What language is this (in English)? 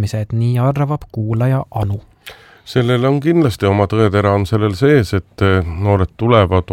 Estonian